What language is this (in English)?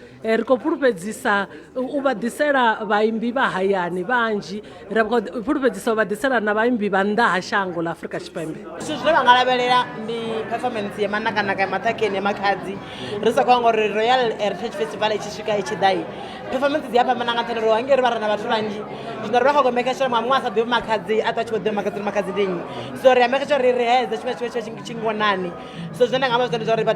Venda